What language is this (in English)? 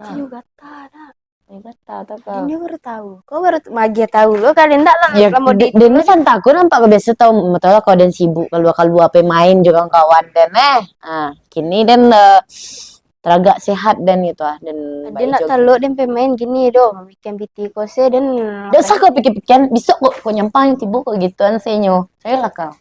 Minangkabau